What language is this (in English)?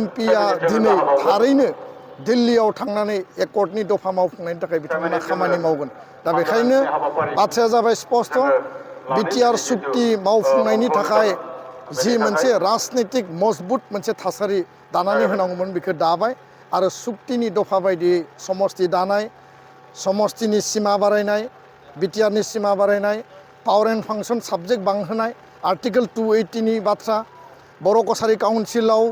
Bodo